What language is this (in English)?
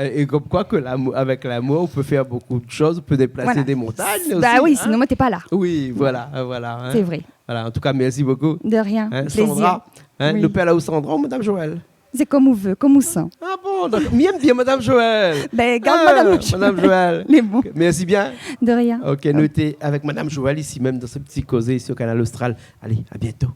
Réunion Creole French